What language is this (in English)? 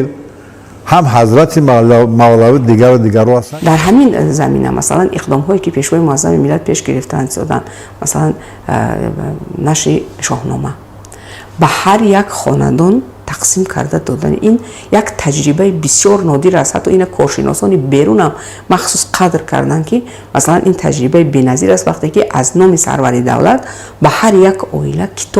Tajik